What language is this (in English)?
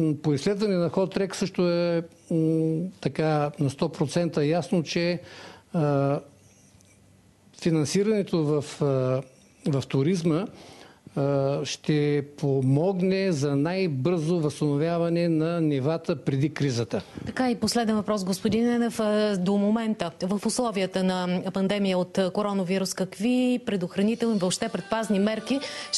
Bulgarian